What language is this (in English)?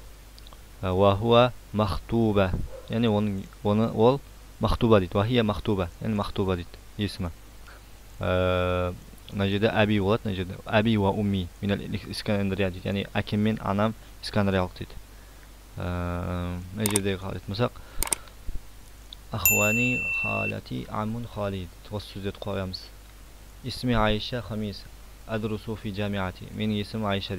Kazakh